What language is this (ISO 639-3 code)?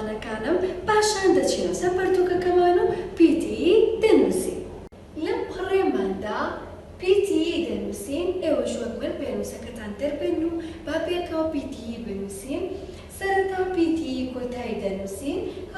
ckb